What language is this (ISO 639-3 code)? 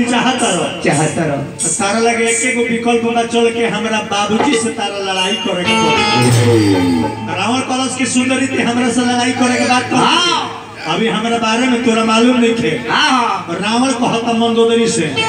bho